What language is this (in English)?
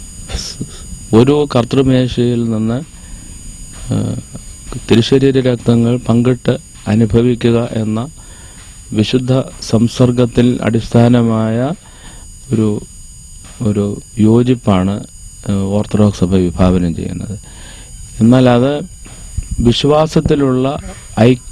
Malayalam